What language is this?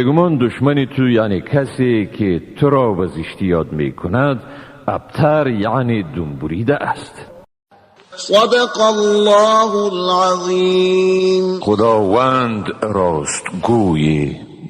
Tajik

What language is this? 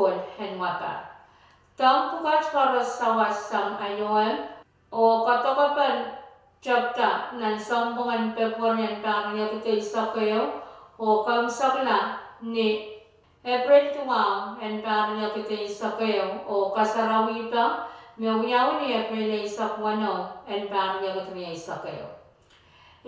Pohnpeian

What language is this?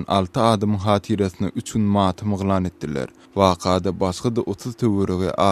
Turkmen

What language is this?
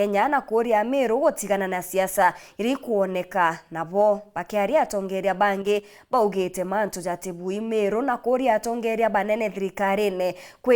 Meru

